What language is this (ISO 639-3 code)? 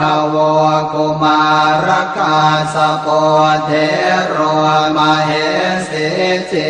pli